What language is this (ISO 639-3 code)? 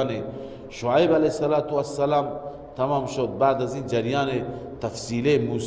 fas